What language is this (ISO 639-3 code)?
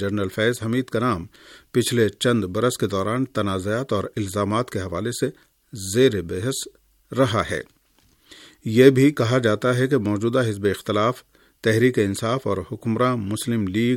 urd